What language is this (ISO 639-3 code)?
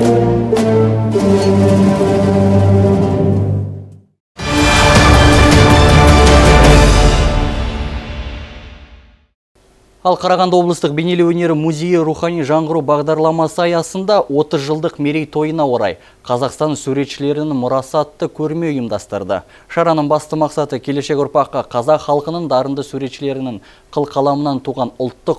kaz